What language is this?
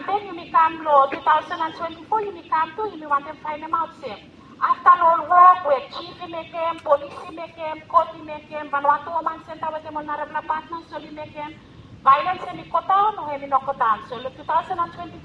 Bislama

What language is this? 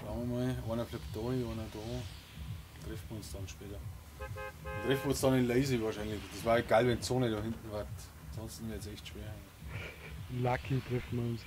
Bavarian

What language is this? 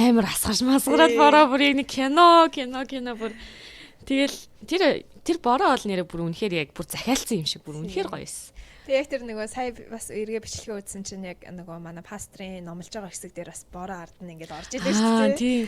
Mongolian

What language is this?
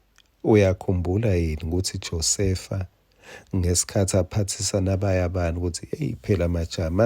Swati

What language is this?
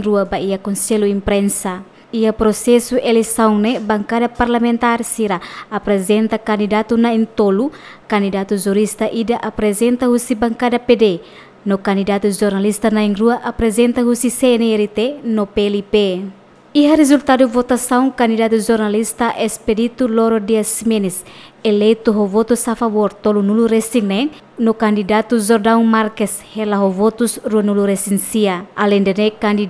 Tetum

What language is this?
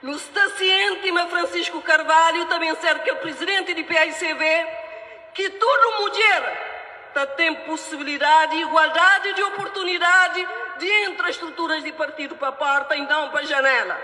Kabuverdianu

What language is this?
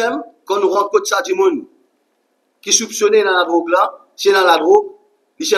Morisyen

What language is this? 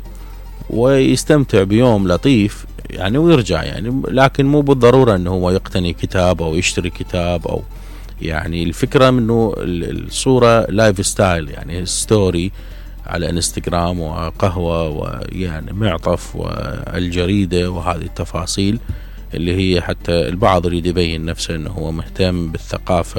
Mesopotamian Arabic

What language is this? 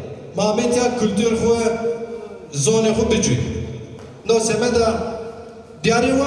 Zaza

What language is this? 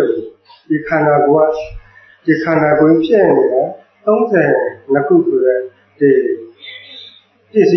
Burmese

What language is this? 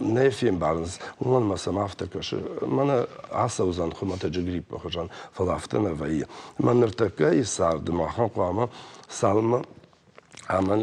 Ossetic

